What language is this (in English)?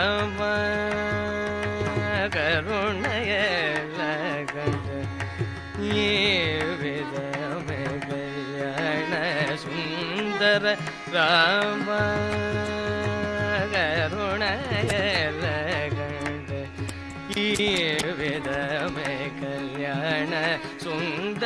Tamil